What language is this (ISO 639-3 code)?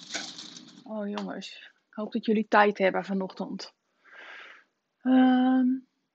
nld